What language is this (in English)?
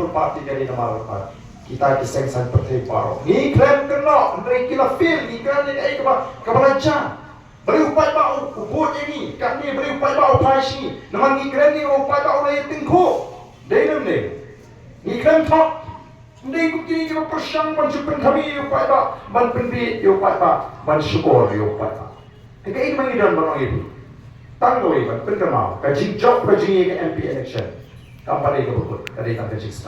Khasi